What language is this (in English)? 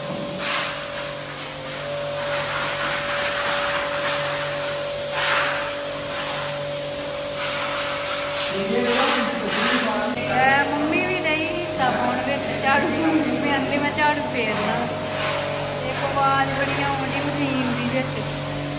Punjabi